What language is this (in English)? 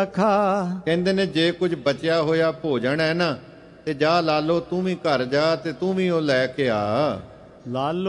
Punjabi